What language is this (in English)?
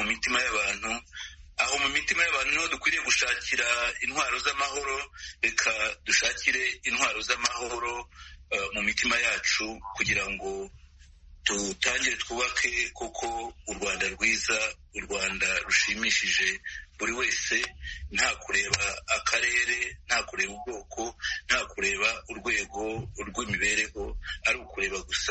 Kinyarwanda